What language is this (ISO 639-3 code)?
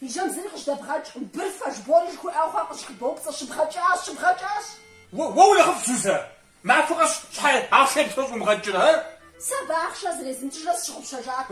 kbd